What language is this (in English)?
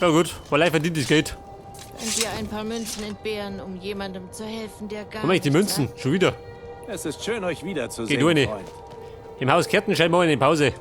Bavarian